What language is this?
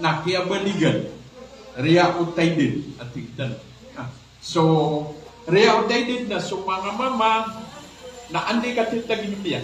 Maranao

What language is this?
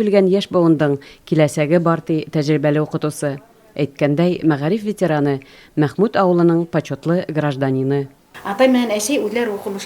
Bashkir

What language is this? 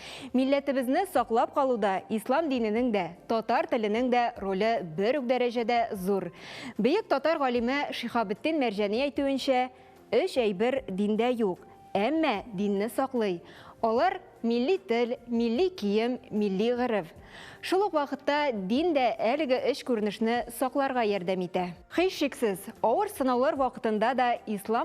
Tatar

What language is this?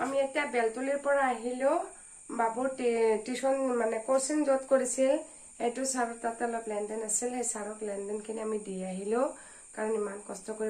Assamese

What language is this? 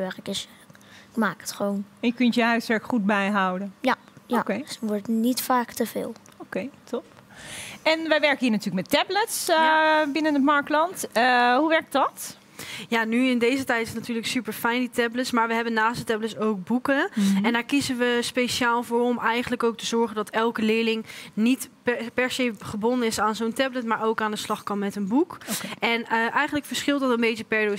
Dutch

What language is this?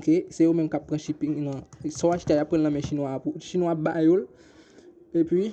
Haitian Creole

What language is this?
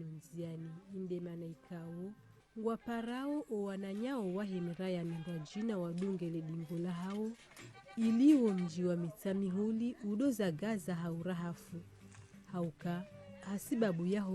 Ngazidja Comorian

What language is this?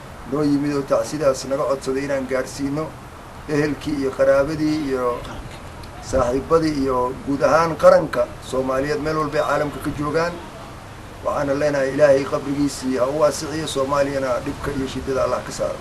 Somali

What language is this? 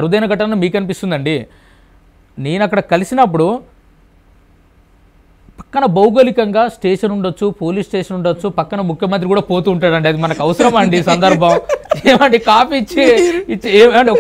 Telugu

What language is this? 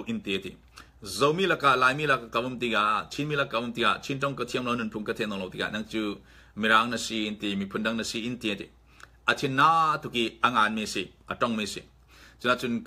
Falam Chin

